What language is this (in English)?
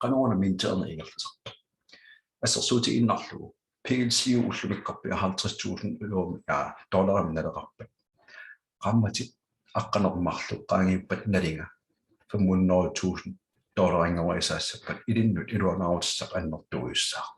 Kalaallisut